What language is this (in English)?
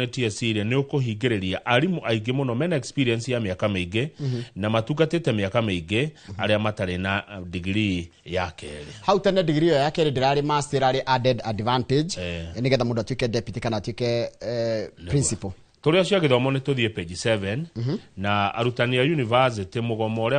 Kikuyu